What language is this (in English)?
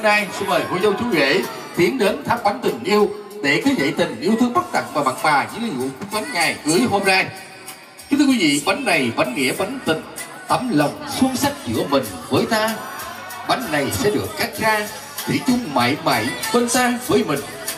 Vietnamese